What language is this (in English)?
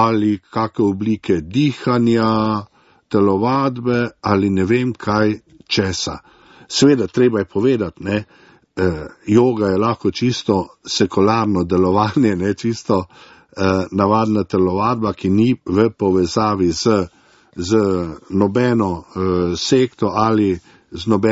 Slovenian